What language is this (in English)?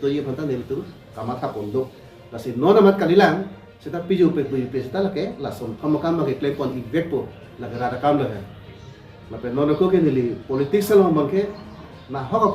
Karbi